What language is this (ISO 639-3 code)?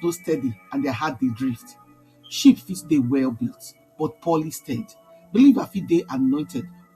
pcm